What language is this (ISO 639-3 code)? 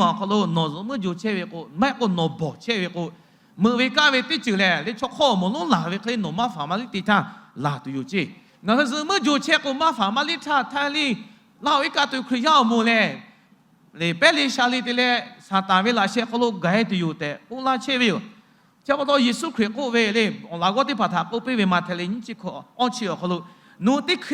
lhu